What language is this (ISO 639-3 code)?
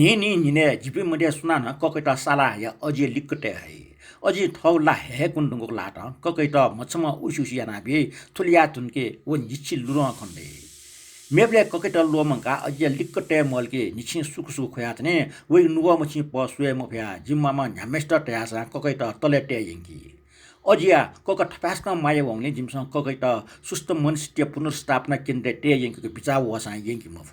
new